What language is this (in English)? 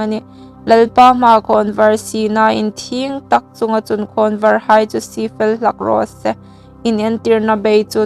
Hmar